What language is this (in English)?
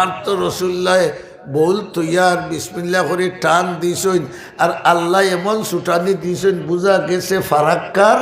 Sylheti